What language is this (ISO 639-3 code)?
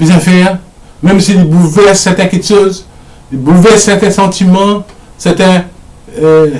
mfe